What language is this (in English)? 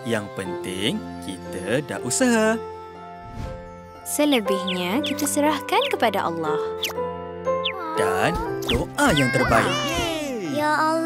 Malay